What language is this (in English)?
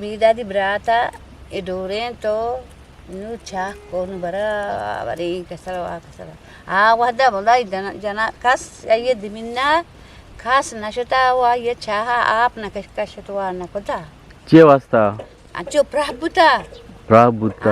Eastern Balochi